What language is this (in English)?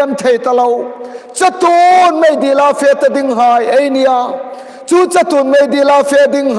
Hmar